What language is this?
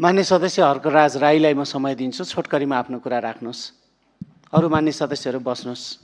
Nepali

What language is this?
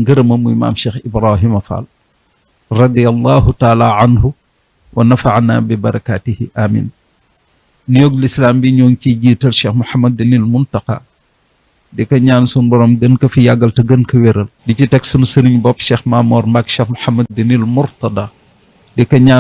Wolof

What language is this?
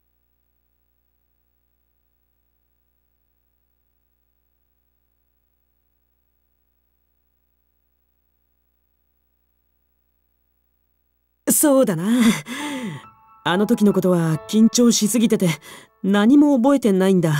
Japanese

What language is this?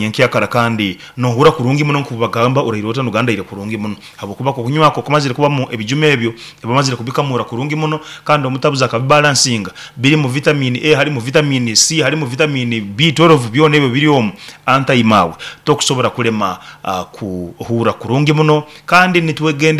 Nyoro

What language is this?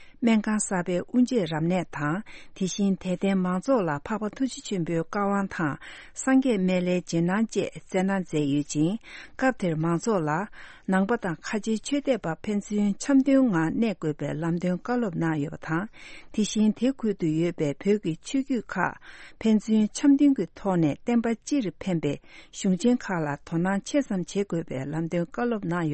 Tibetan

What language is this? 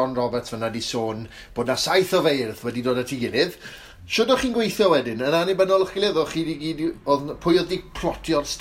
Welsh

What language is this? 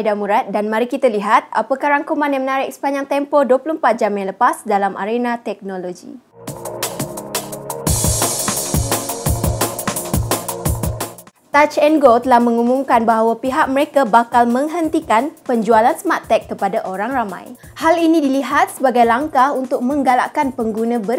Malay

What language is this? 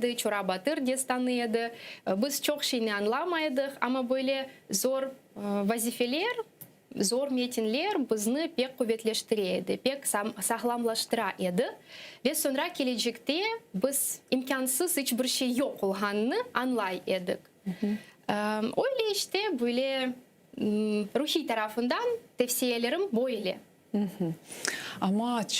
Crimean Tatar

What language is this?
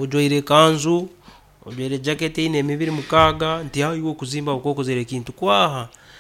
Nyoro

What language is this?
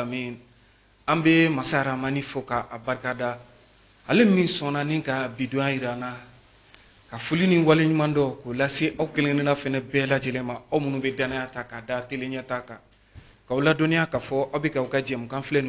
Bambara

